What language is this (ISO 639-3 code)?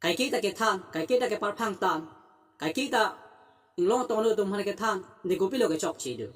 mjw